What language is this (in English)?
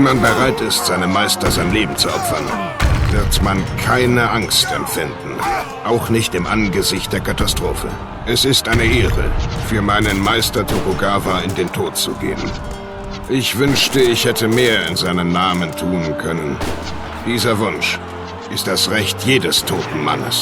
Bavarian